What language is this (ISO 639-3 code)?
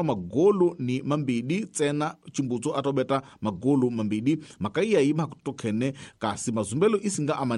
tso